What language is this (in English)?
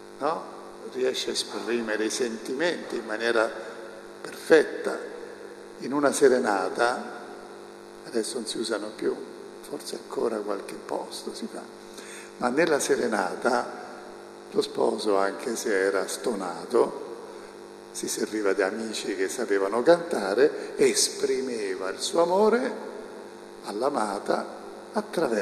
Italian